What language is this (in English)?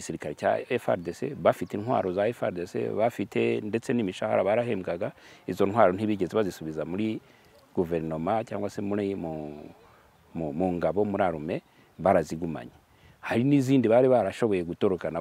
Kinyarwanda